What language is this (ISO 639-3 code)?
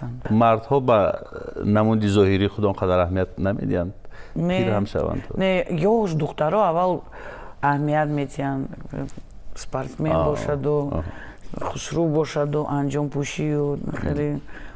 tgk